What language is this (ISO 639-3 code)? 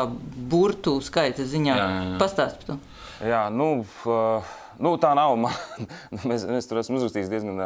lav